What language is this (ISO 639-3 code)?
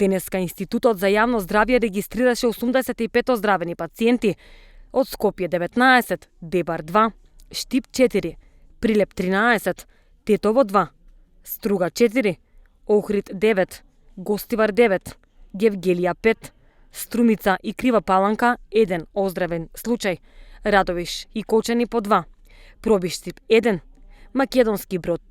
mkd